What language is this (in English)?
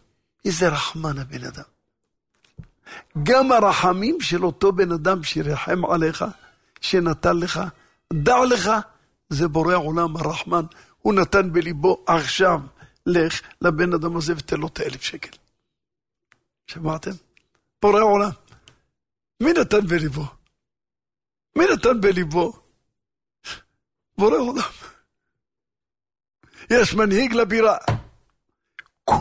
Hebrew